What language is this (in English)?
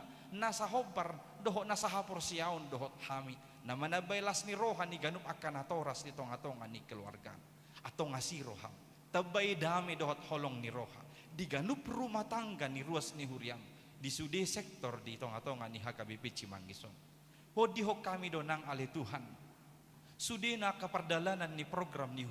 Batak Toba